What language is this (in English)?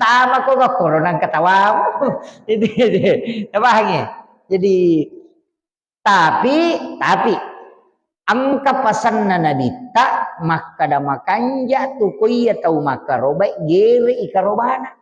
Buginese